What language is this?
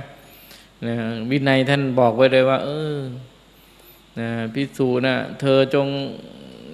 Thai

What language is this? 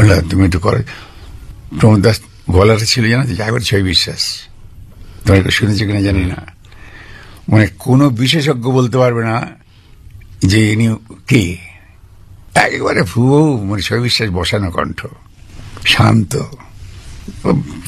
Bangla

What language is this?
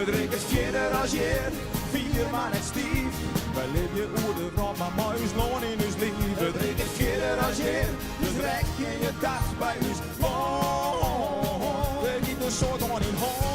Western Frisian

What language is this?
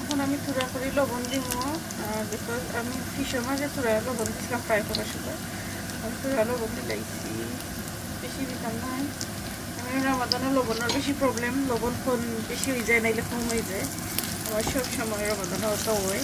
Sylheti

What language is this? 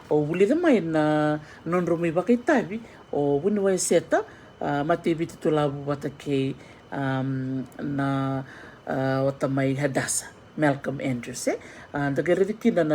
Fijian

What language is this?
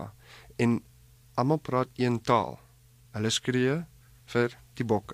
Afrikaans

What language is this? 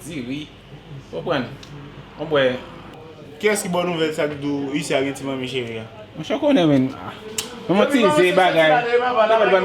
Haitian Creole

